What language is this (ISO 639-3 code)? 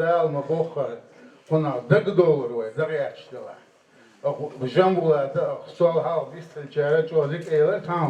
che